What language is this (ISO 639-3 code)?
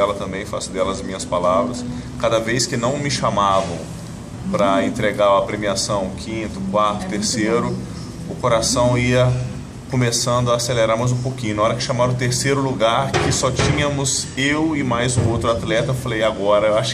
por